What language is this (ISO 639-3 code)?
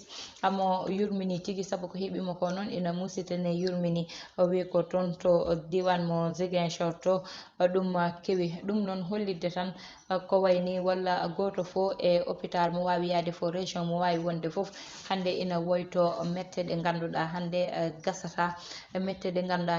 ful